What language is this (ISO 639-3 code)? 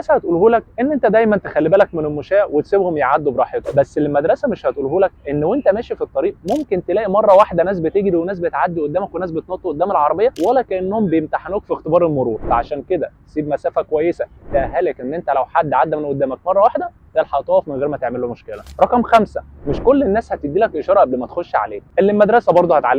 arz